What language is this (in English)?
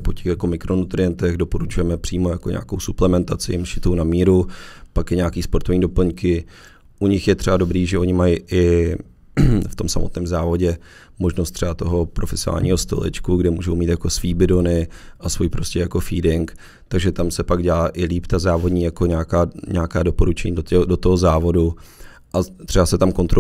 Czech